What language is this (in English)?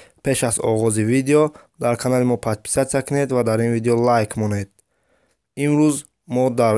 Tajik